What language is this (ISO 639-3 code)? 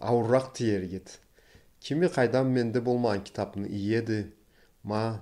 krc